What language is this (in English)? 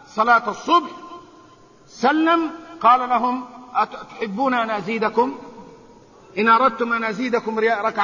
Arabic